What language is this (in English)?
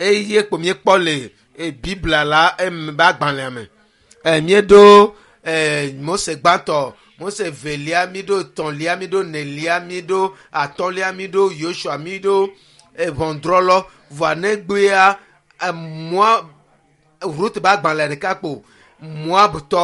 Ewe